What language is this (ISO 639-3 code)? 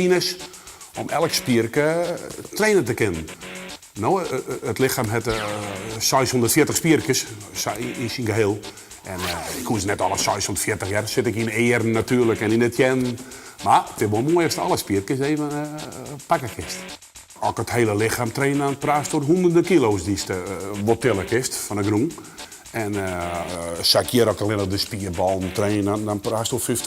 fry